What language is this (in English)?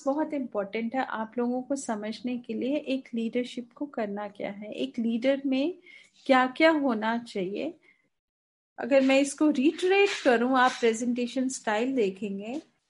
Hindi